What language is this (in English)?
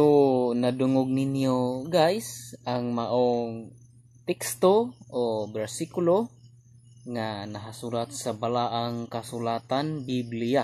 Cebuano